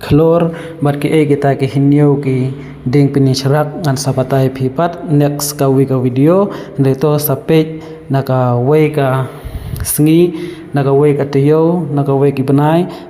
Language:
Khasi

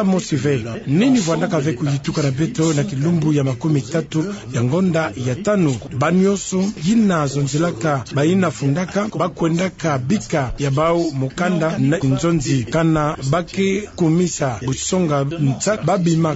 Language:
Kituba (Democratic Republic of Congo)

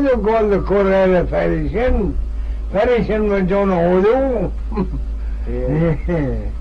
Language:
Manx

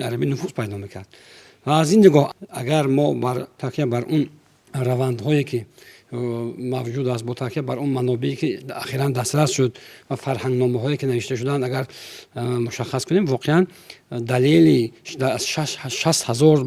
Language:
Tajik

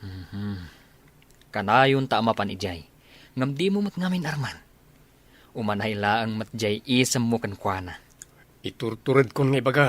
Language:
Iloko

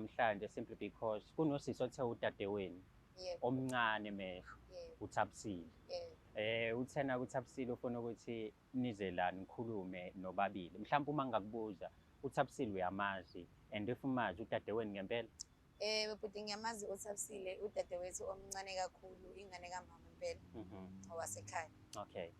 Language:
Zulu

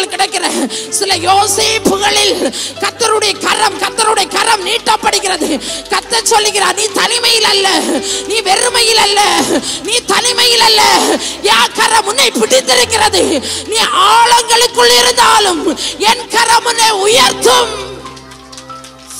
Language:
Tamil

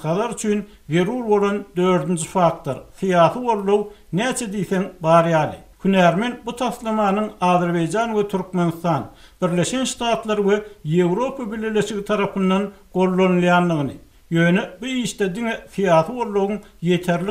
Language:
Turkmen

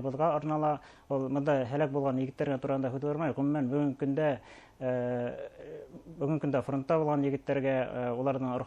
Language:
Bashkir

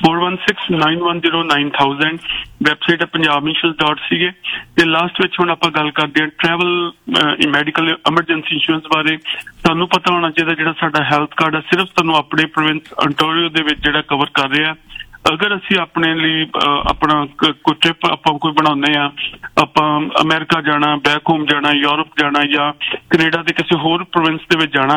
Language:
Punjabi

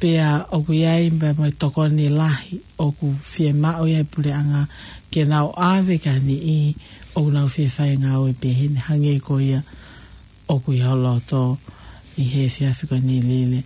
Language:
Tongan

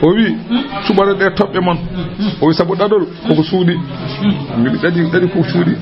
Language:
Fula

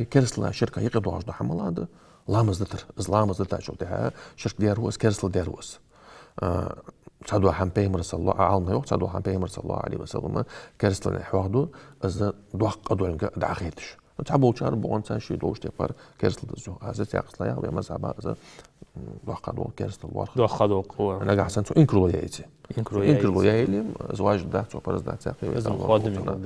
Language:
Ingush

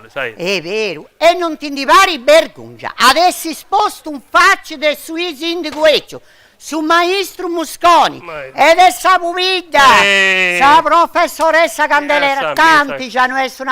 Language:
Sardinian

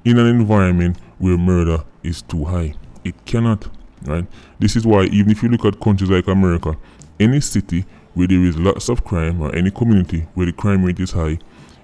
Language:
Jamaican Creole English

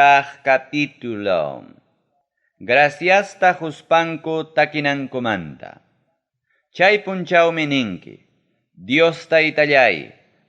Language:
Ayacucho Quechua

